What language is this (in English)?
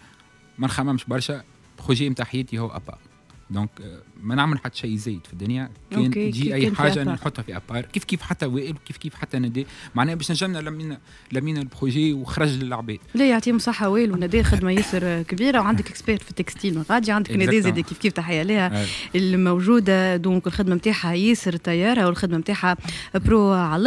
Tunisian Arabic